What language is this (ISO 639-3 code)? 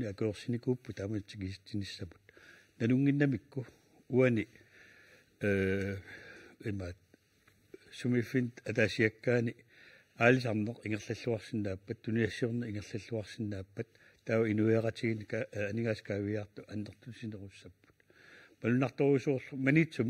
kal